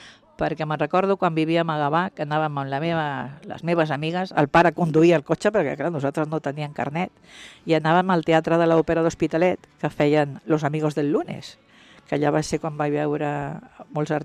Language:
Catalan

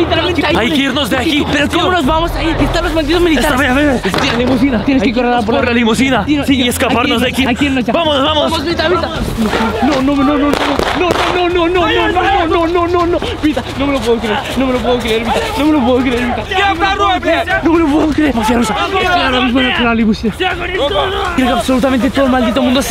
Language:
Spanish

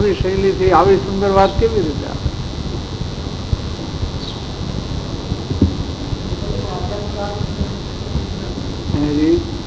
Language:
Gujarati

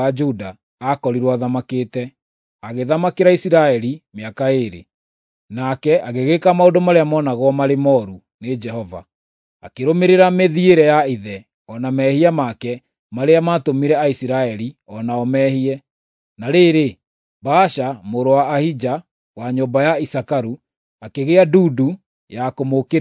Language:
Kikuyu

